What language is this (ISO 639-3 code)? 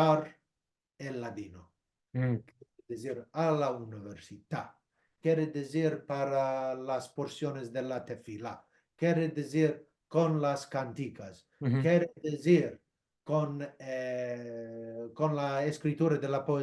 lad